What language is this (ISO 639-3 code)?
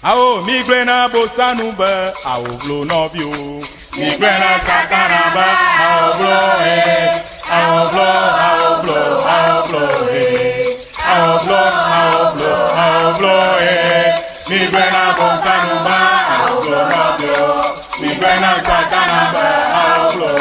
ewe